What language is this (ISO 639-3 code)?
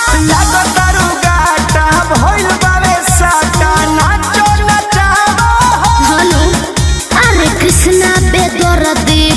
bho